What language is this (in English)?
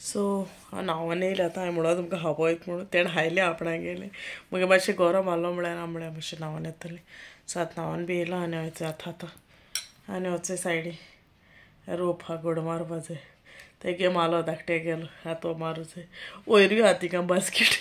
Konkani